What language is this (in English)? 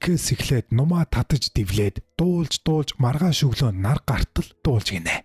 Mongolian